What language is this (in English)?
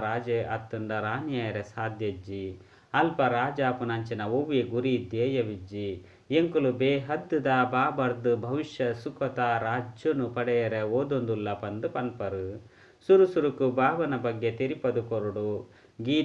Tulu